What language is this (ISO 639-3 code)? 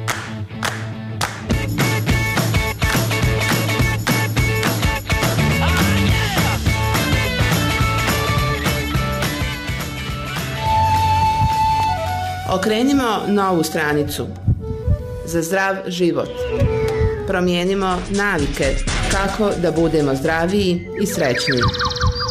bos